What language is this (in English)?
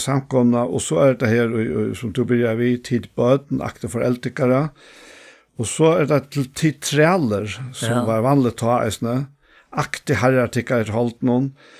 Faroese